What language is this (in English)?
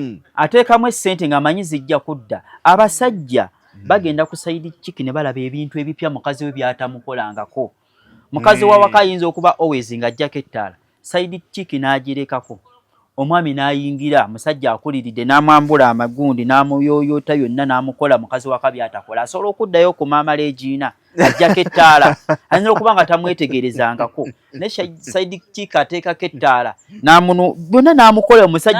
Ganda